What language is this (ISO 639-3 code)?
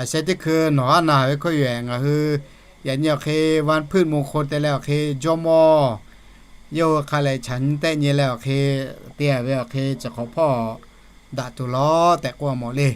lhu